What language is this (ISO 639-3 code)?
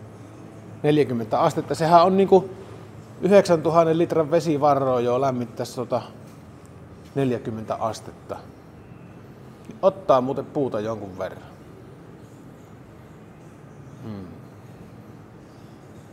fin